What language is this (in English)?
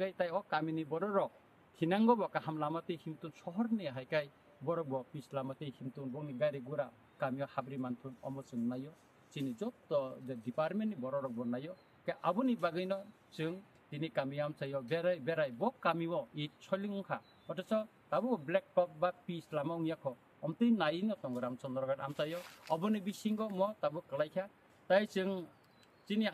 Kok Borok